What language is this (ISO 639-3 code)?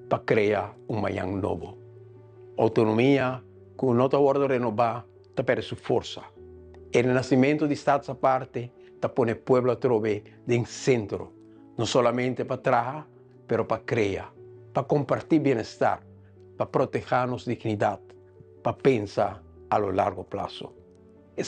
pap